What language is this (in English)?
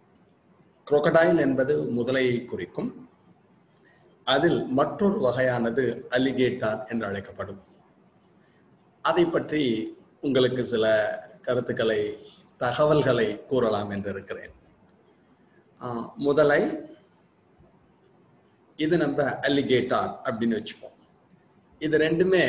Tamil